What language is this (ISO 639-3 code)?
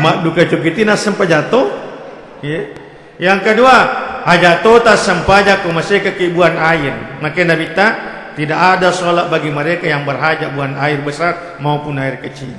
bug